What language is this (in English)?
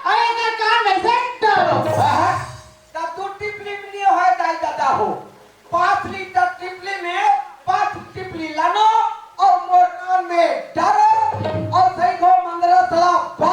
Chhattisgarhi